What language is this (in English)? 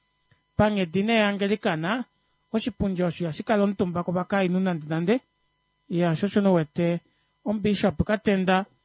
Kuanyama